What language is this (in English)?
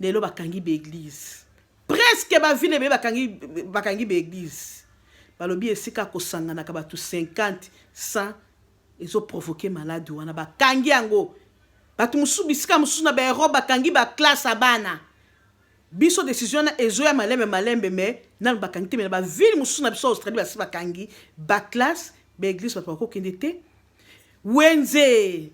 Lingala